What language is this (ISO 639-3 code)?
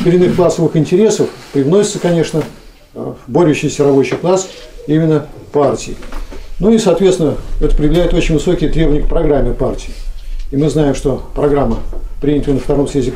rus